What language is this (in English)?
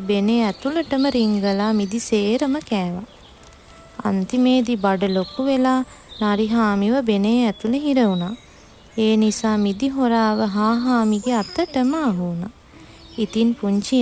Sinhala